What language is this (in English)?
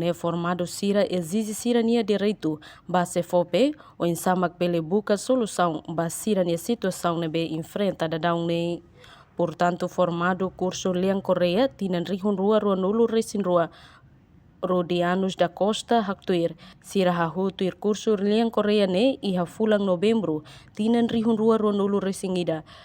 Tetum